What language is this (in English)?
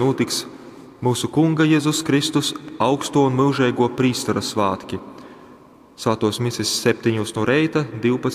Latgalian